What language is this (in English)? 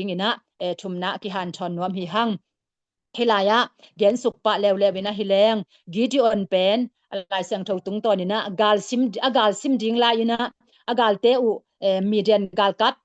Tedim Chin